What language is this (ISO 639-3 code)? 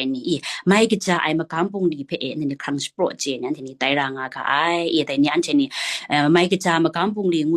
kac